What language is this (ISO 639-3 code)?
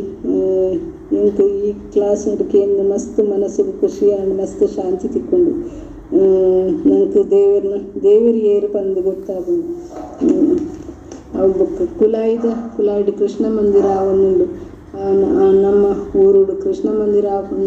tcy